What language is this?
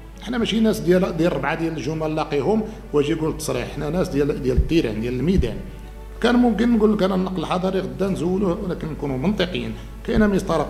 Moroccan Arabic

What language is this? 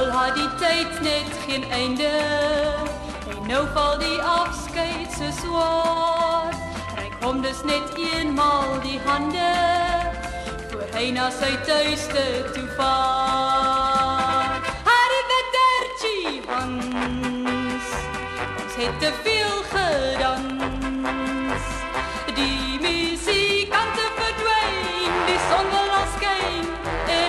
Afrikaans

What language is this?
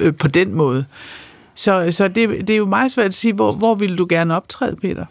Danish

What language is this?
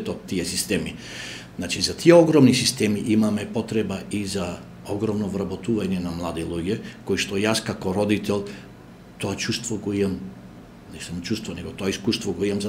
Macedonian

